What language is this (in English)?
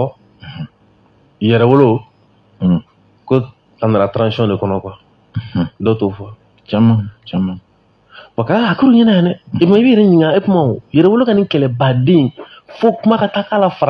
Bambara